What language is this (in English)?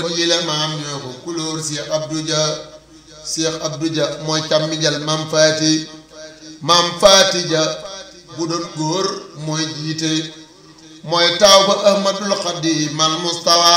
Wolof